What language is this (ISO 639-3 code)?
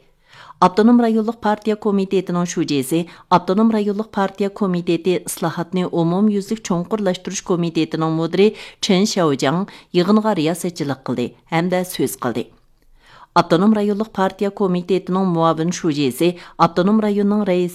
uig